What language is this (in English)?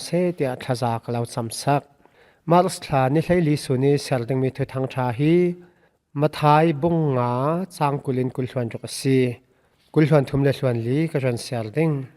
Falam Chin